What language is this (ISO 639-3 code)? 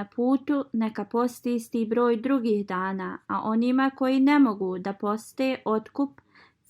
bos